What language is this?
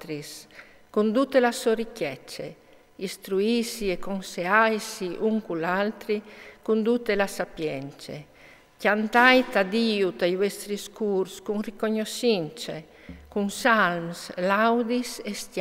Friulian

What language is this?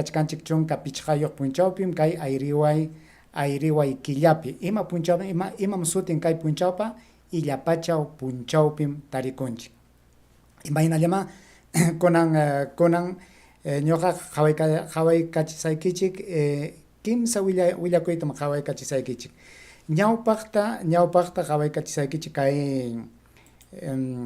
Ayacucho Quechua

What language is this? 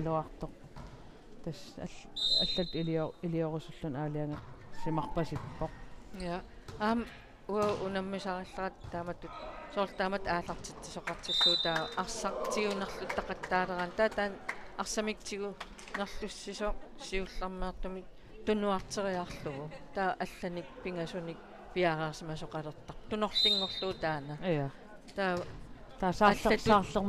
Kalaallisut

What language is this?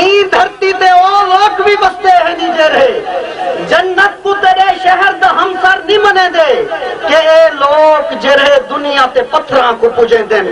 Saraiki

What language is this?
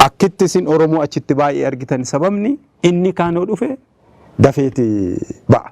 Oromo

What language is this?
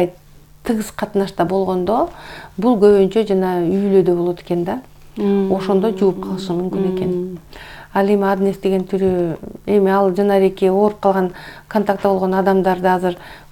Kyrgyz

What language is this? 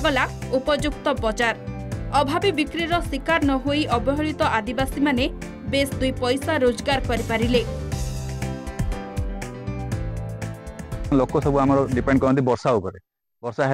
Odia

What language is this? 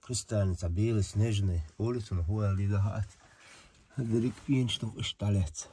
Chechen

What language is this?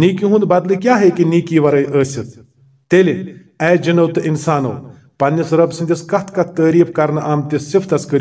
Kashmiri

